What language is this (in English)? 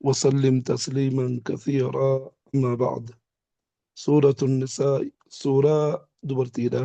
Oromo